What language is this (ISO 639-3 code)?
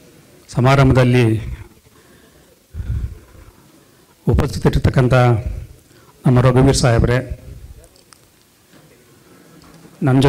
kan